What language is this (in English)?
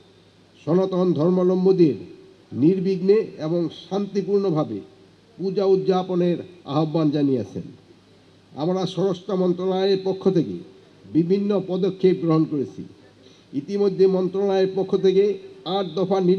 Bangla